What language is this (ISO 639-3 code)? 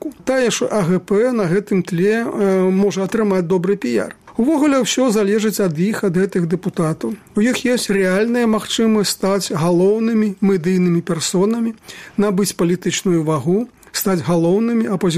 bel